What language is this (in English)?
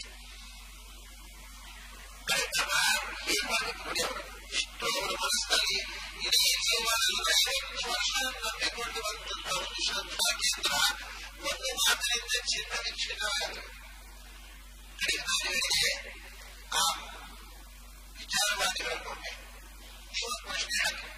Kannada